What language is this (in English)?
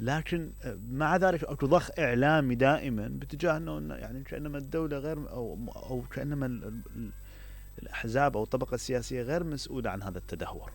Mesopotamian Arabic